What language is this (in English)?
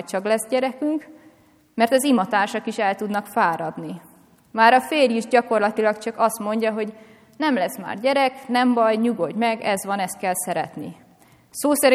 Hungarian